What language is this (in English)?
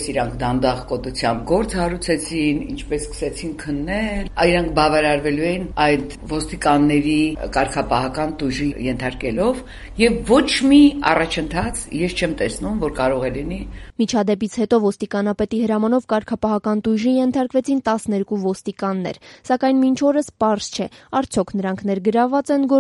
Armenian